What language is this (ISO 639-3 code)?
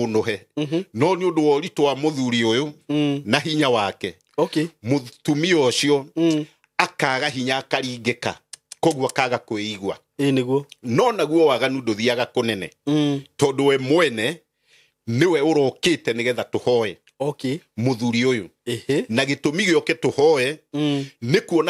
kik